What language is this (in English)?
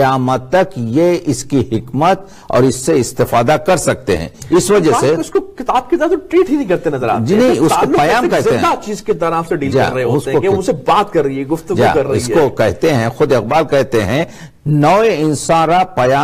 Urdu